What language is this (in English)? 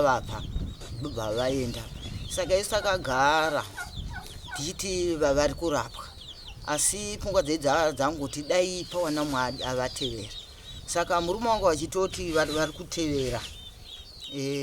Shona